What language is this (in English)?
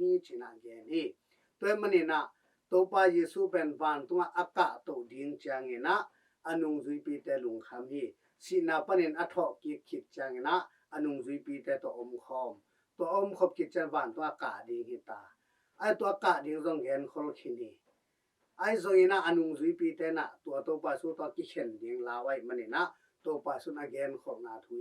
Tedim Chin